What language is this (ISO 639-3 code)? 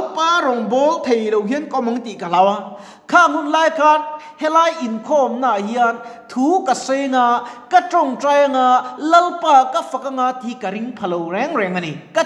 lus